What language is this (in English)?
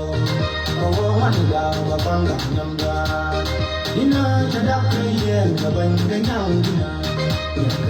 Nuer